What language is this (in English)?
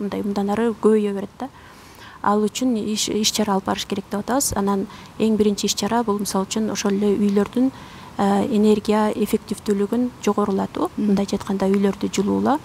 Kyrgyz